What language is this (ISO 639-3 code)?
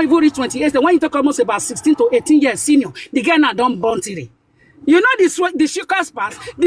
pcm